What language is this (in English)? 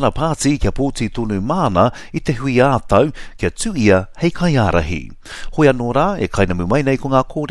Māori